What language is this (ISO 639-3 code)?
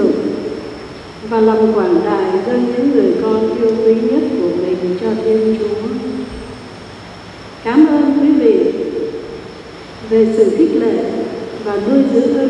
vie